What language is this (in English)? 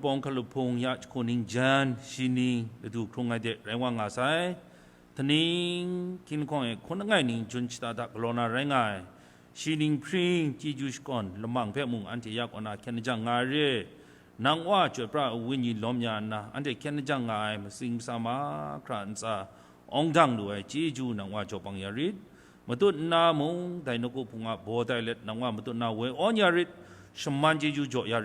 Kachin